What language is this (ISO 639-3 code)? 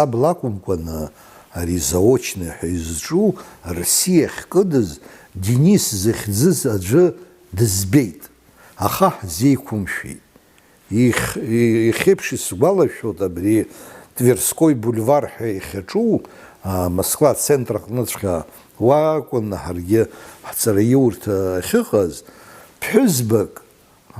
abk